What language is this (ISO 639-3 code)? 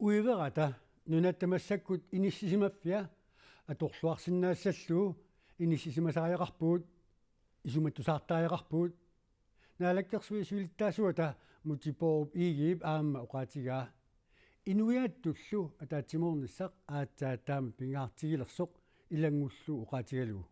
kal